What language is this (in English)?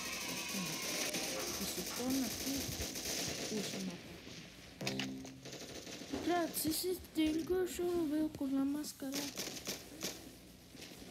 Spanish